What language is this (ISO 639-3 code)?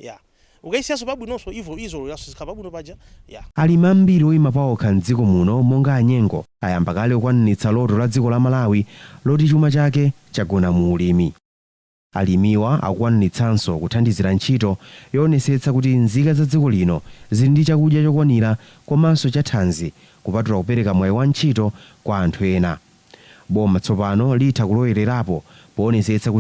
nya